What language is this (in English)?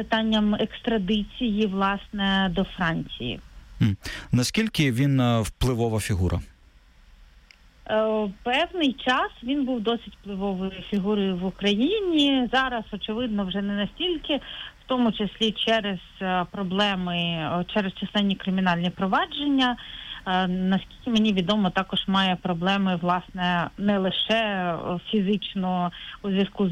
Ukrainian